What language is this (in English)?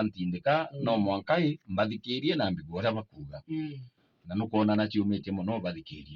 Meru